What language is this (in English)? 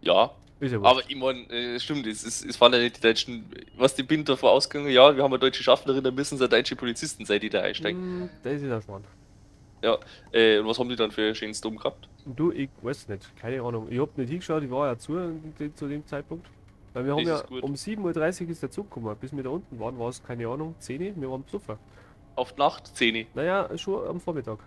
Bavarian